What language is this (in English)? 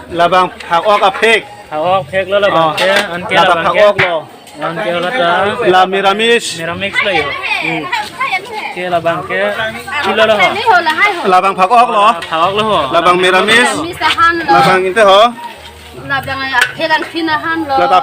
Karbi